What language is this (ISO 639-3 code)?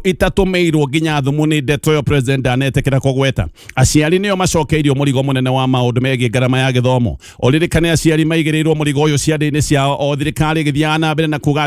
kik